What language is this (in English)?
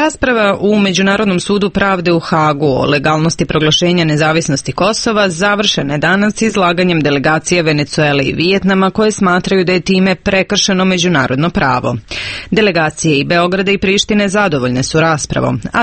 Serbian